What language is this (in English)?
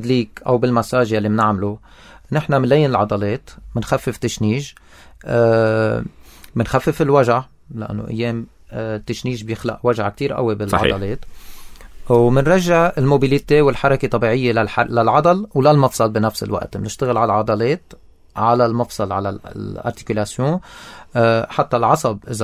North Levantine Arabic